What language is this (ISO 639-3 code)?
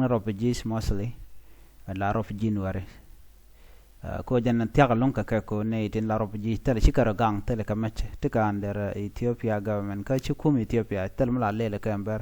nus